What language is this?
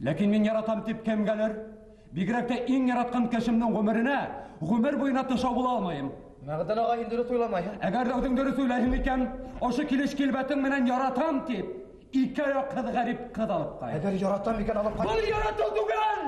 Bashkir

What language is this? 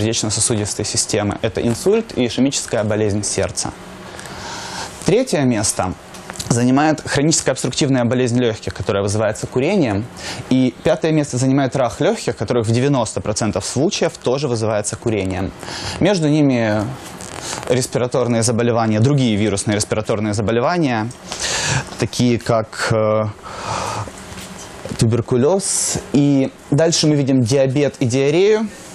Russian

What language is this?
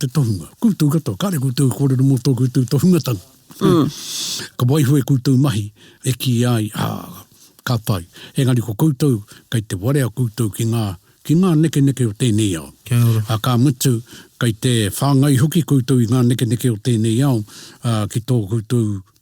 Māori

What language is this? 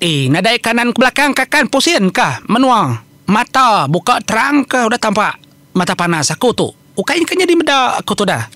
Iban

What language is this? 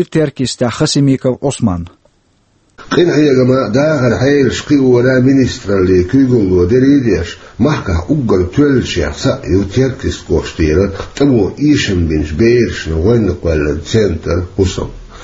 Chechen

